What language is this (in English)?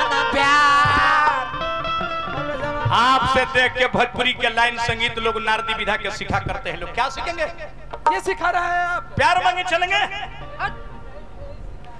Bhojpuri